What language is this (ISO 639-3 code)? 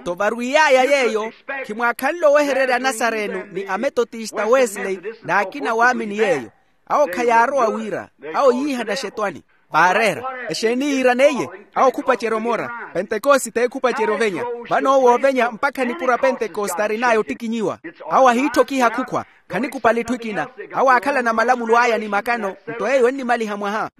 vmw